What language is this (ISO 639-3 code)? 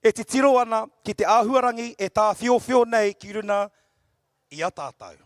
mri